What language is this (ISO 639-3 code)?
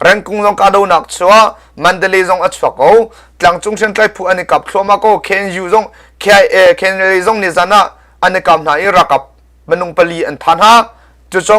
cnh